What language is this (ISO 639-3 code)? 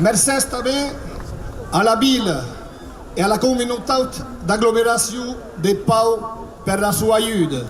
oci